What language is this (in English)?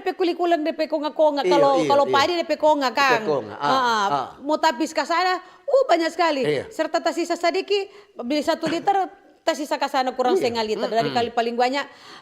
Manado Malay